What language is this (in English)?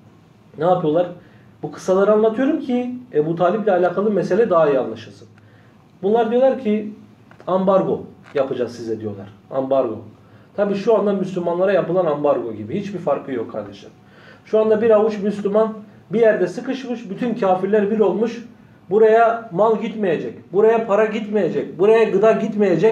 Turkish